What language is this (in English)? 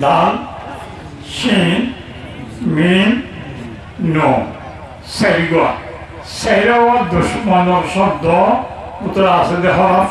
Rohingya